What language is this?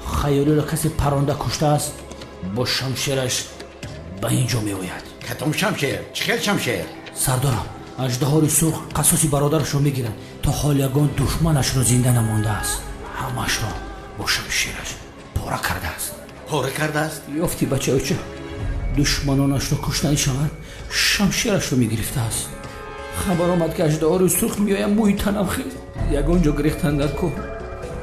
Tajik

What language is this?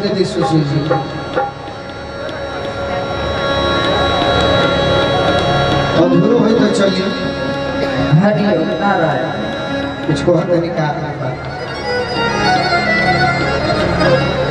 Bhojpuri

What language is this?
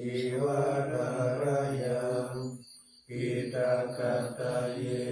Pali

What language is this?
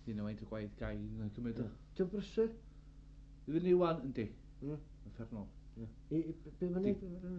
Welsh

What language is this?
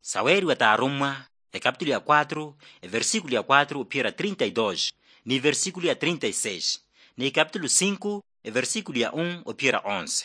Makhuwa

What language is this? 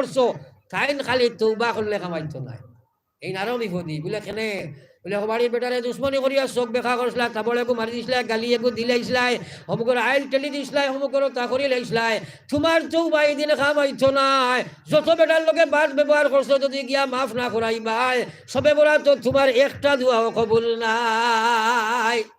Sylheti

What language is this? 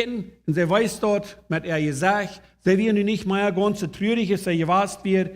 Plautdietsch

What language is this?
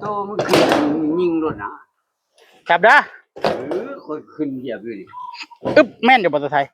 Northeastern Thai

